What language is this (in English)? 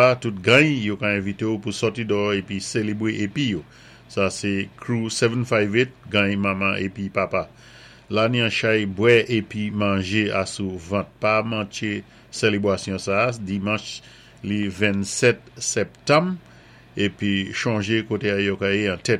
Saint Lucian Creole French